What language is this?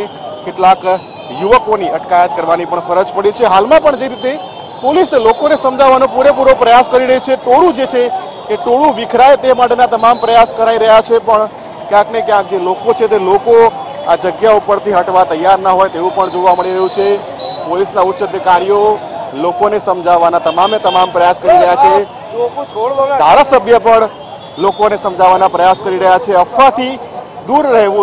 Gujarati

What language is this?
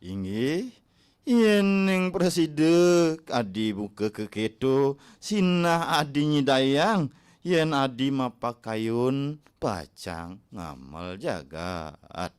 Balinese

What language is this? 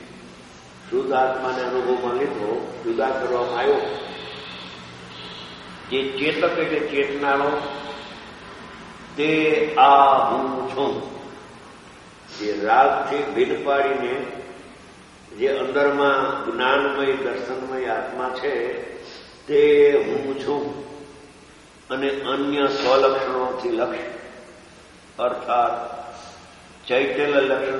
Gujarati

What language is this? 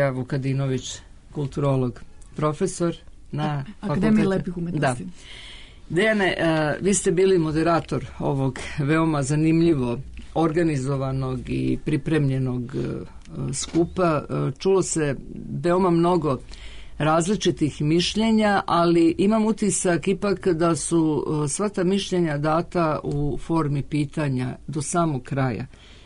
Serbian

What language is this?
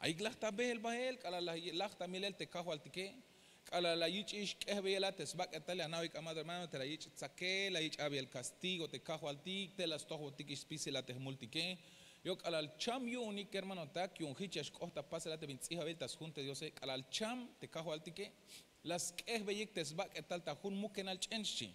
Tzeltal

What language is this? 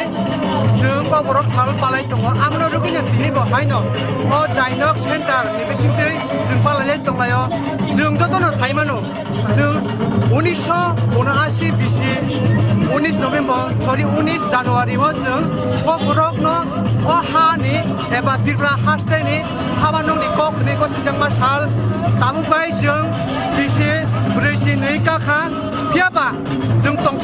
Kok Borok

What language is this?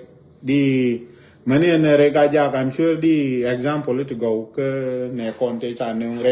Nuer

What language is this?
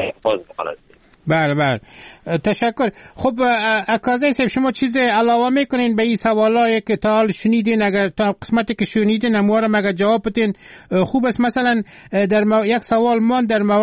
Persian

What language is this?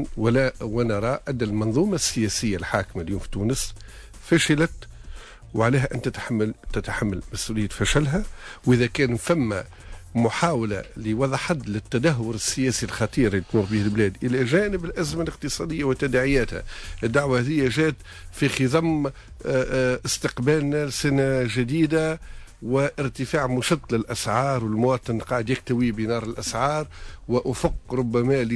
Tunisian Arabic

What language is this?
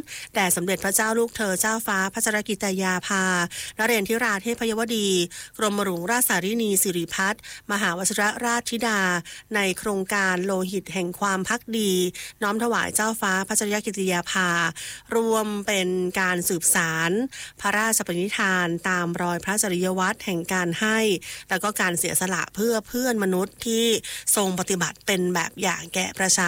Thai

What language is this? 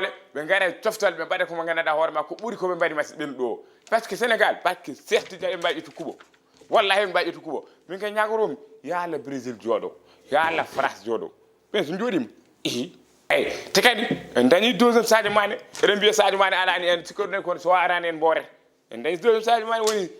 Fula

